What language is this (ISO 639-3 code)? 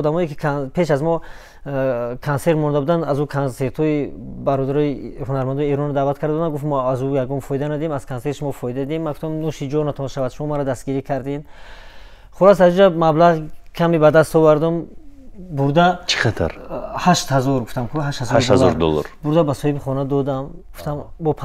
tgk